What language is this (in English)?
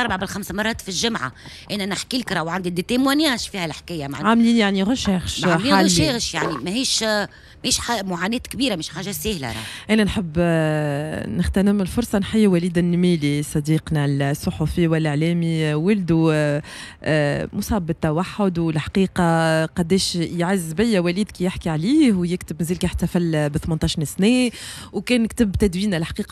Tunisian Arabic